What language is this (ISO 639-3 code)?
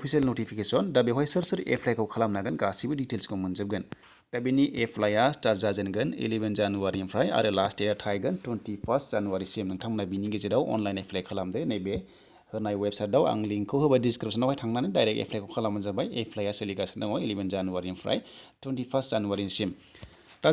brx